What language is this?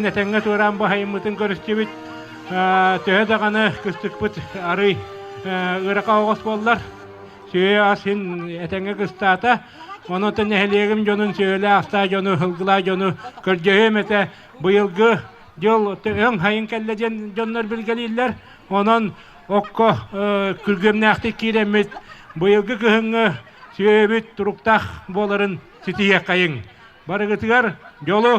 Yakut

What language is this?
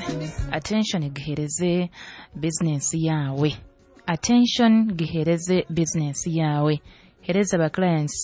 Nyoro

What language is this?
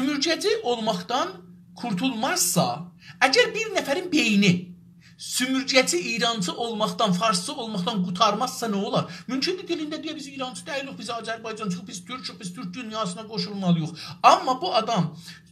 South Azerbaijani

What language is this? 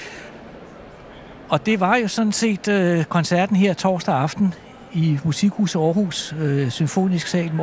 Danish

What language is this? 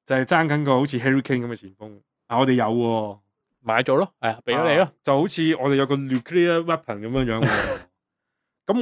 Cantonese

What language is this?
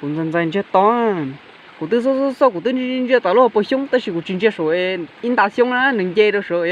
Hmong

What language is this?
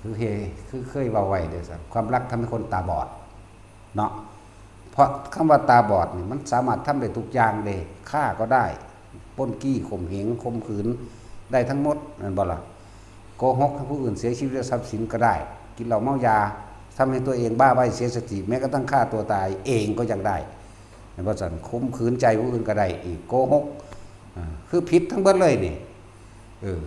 Northeastern Thai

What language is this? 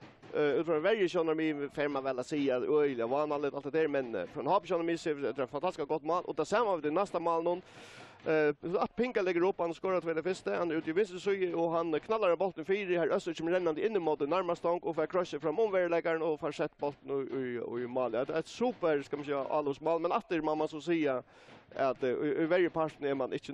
Faroese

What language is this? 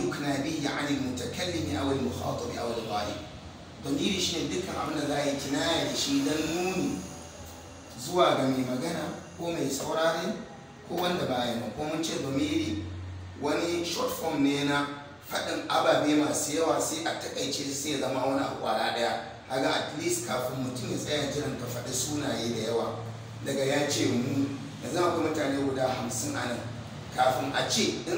Hausa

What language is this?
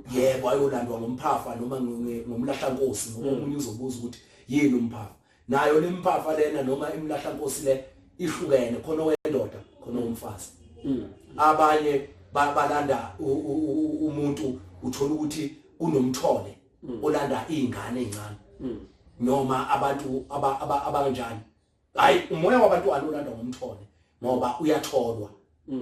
Zulu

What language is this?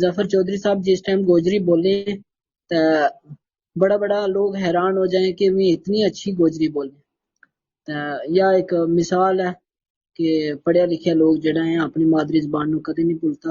Gujari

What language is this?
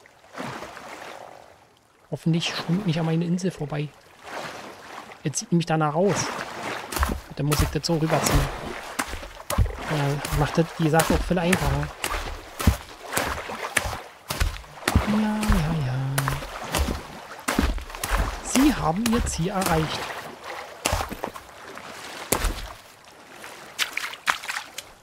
German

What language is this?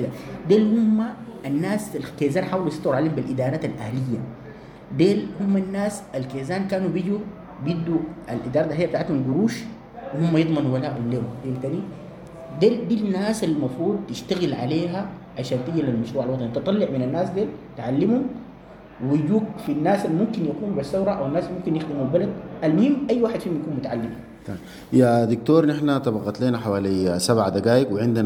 Sudanese Arabic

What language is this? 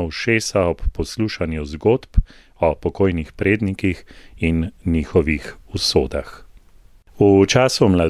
Slovenian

